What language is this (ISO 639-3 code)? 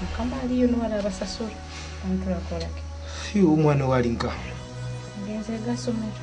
nyo